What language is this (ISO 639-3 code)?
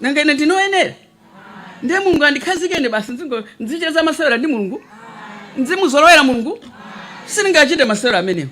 nya